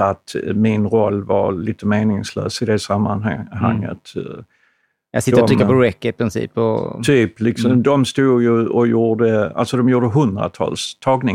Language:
Swedish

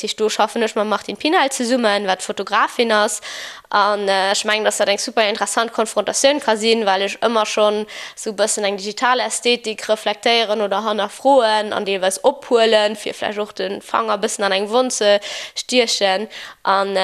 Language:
Luxembourgish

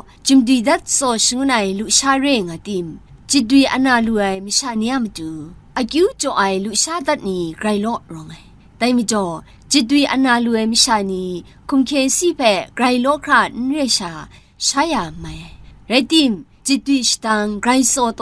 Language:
Kachin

